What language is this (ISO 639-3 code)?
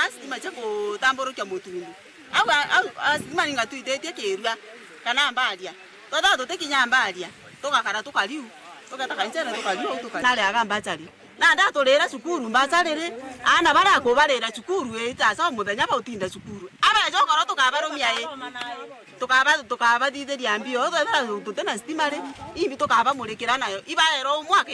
mer